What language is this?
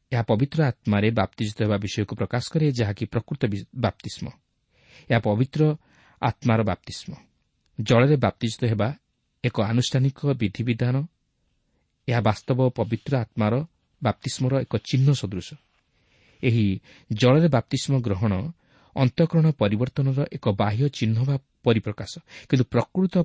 Odia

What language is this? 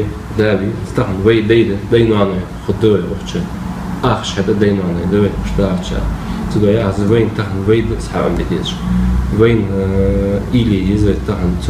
Ingush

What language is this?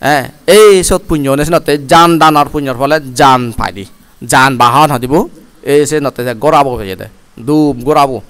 Chakma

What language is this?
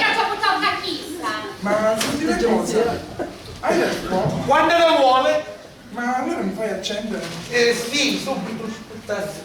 Sicilian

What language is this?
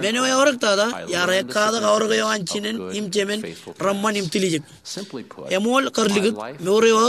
Marshallese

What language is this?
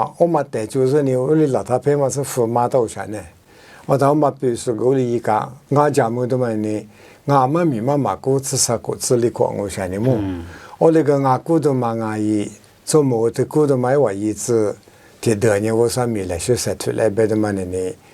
Lisu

